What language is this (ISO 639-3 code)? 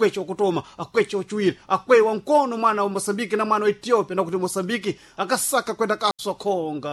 seh